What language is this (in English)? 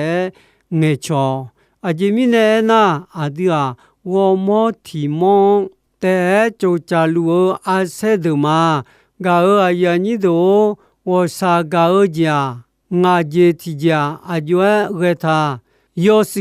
Akha